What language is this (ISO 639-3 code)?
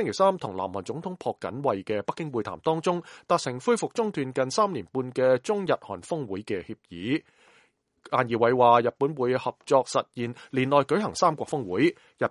yue